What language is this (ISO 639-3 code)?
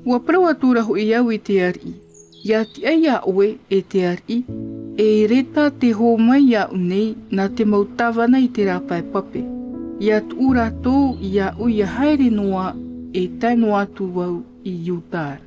tah